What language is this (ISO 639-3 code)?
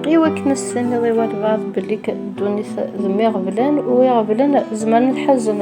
kab